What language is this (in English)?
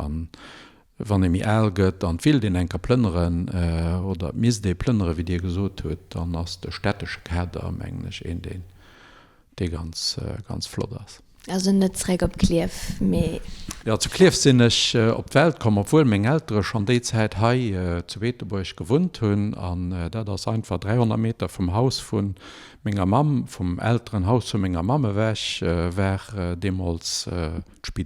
Luxembourgish